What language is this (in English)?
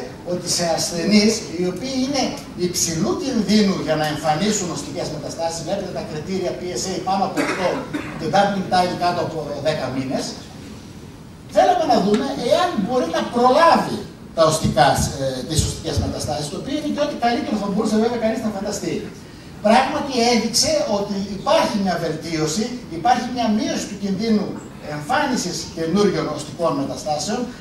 Greek